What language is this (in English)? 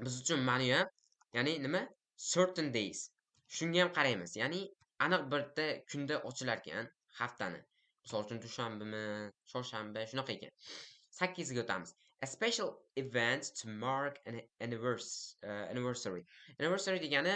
Uzbek